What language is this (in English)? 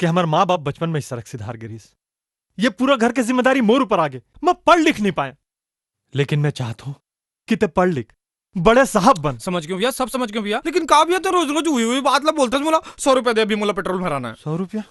Chhattisgarhi